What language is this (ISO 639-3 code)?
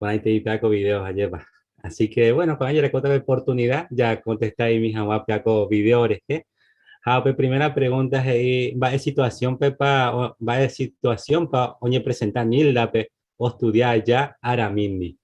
grn